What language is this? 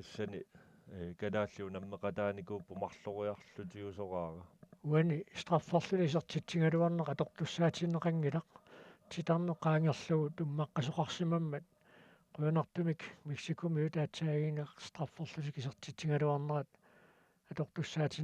Kalaallisut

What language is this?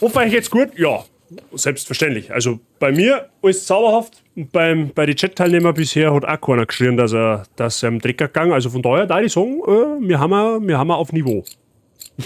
Bavarian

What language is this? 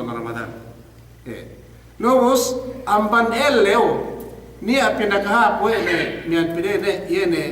Yakan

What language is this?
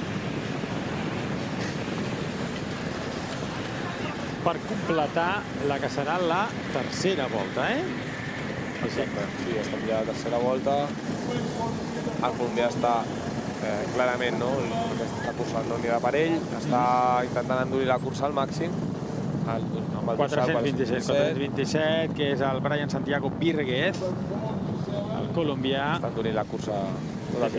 Catalan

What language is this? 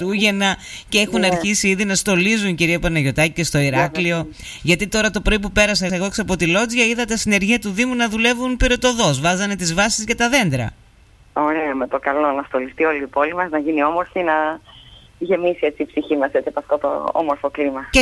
Greek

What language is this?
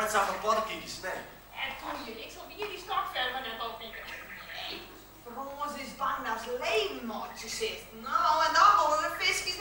Western Frisian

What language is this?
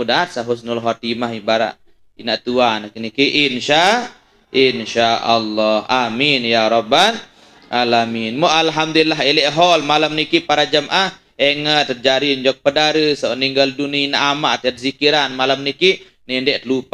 Sasak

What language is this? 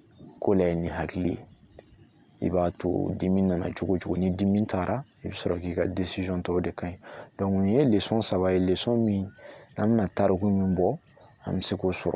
Bambara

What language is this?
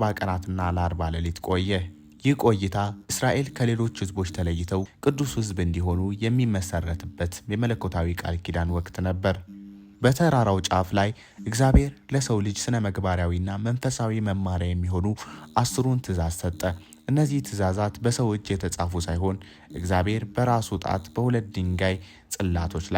Amharic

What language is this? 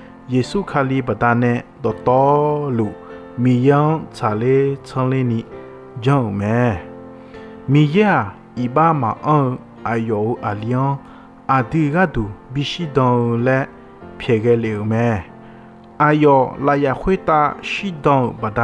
Akha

